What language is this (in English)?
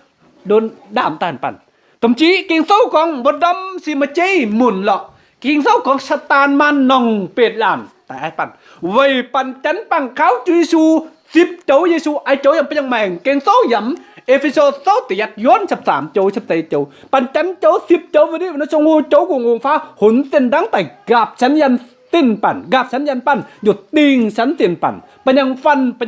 Kim Mun